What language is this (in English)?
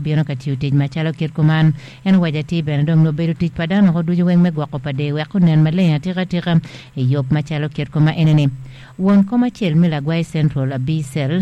Acoli